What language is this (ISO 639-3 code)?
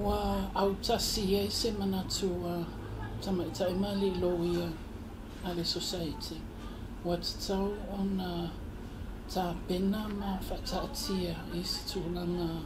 smo